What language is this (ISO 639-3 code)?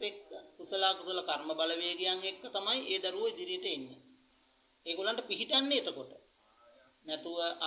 sin